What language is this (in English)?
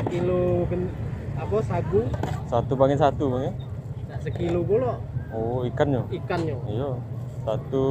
Musi